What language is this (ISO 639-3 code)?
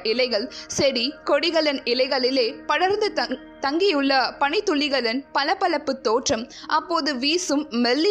tam